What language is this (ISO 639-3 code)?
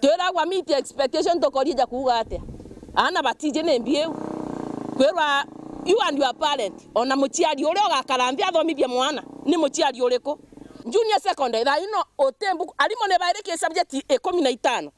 mer